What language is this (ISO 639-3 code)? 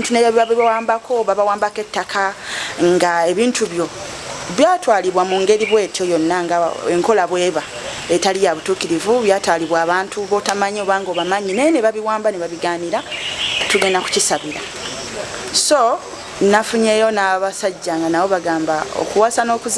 lug